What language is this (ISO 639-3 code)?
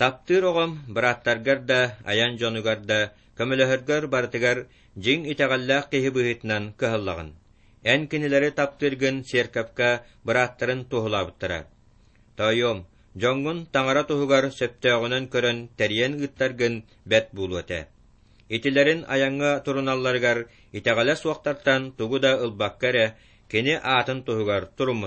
sah